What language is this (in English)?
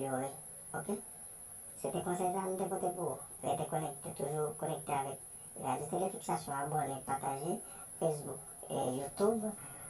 Haitian Creole